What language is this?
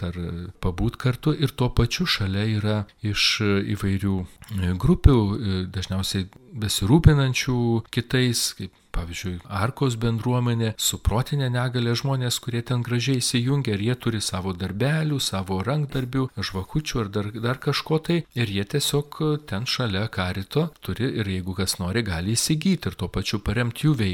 Lithuanian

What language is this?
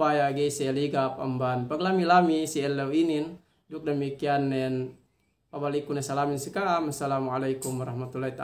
Yakan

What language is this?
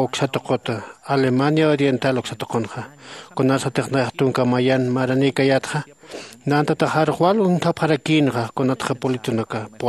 Aymara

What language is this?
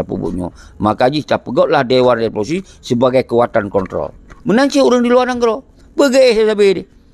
Achinese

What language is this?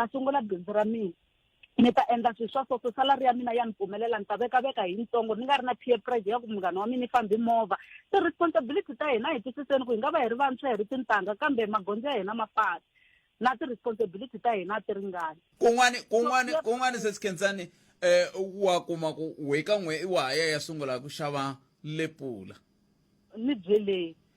Tsonga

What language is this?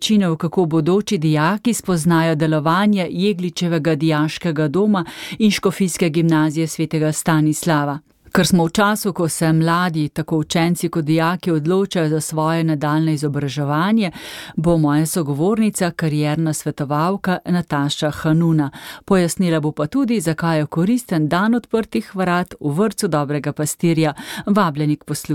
Slovenian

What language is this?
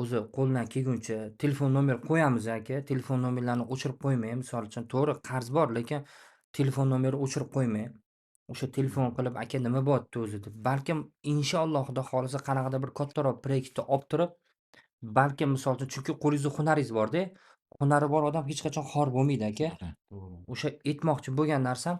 Uzbek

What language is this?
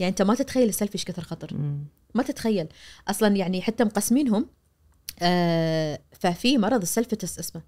Najdi Arabic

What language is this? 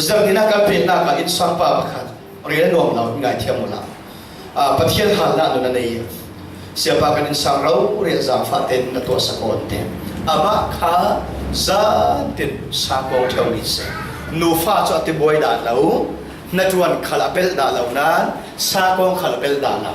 Falam Chin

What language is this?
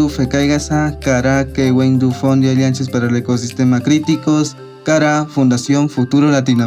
Awa-Cuaiquer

